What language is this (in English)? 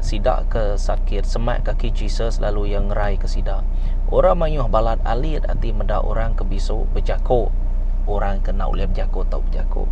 Iban